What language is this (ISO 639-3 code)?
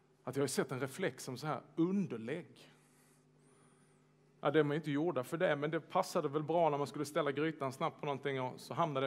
swe